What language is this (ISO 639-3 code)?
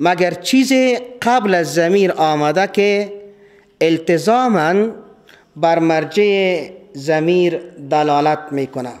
fas